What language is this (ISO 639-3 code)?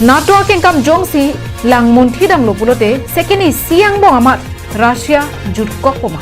mjw